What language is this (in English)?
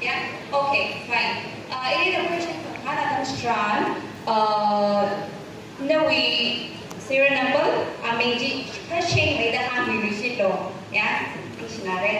Tangkhul Naga (India)